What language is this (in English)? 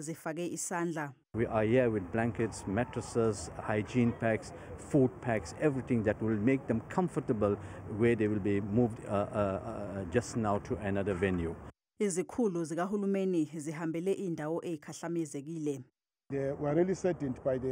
Zulu